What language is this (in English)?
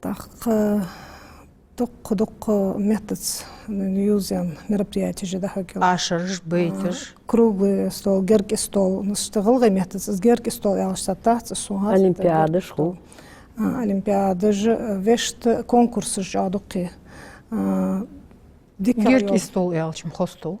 Ingush